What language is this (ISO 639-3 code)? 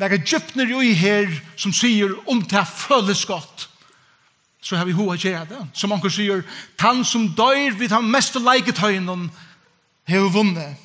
fao